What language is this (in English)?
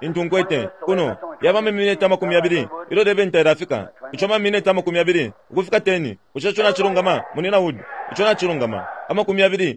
Bemba